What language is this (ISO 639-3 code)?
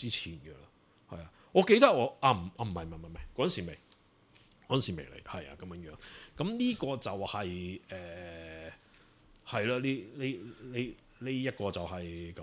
yue